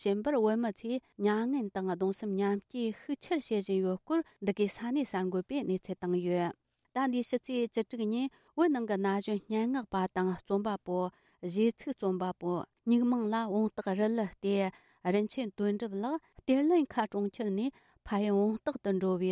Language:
Tibetan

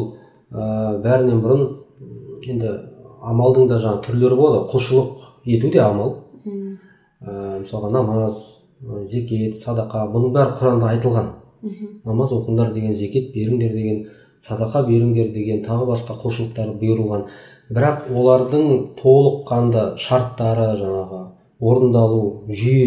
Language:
Kazakh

